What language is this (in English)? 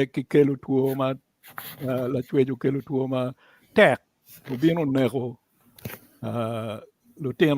Acoli